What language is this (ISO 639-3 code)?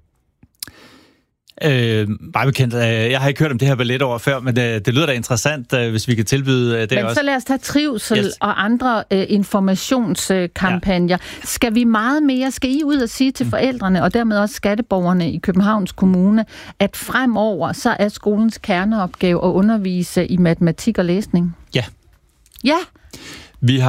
dan